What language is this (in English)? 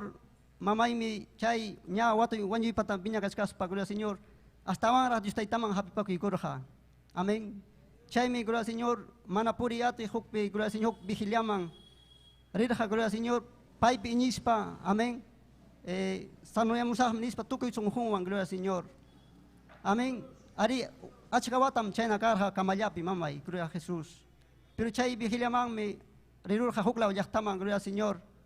Ayacucho Quechua